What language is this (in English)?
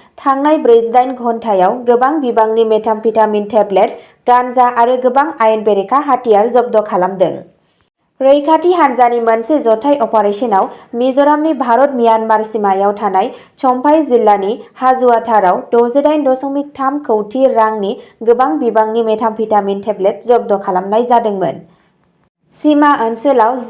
Bodo